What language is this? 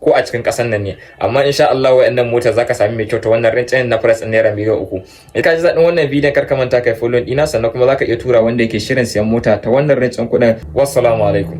Hausa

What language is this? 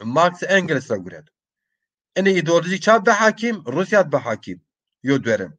Zaza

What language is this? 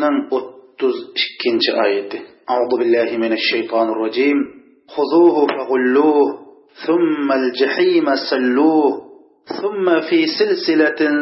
Uyghur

